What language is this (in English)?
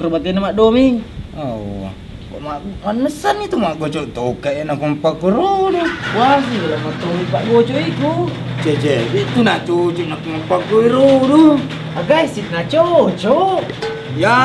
Buginese